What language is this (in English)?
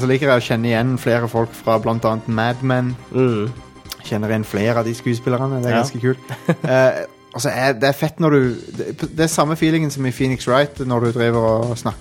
Norwegian